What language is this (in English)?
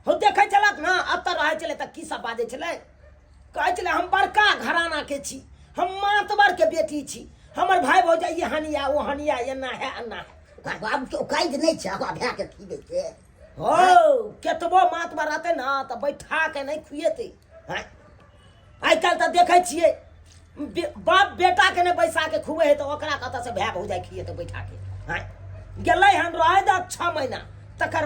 Maithili